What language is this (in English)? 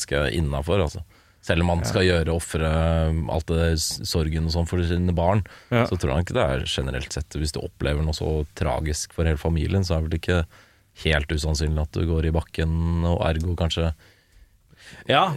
Norwegian